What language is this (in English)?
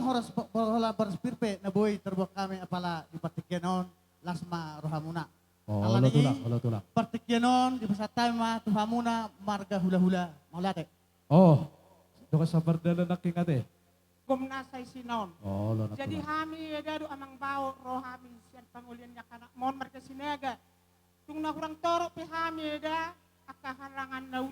Batak Toba